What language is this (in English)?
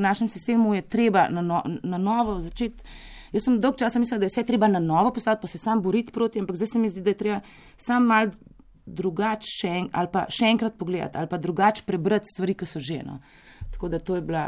Slovenian